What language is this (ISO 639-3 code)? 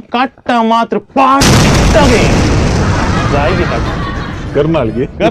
kok